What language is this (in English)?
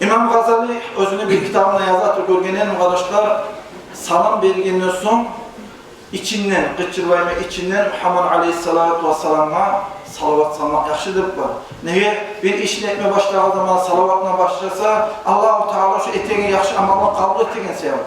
Kumyk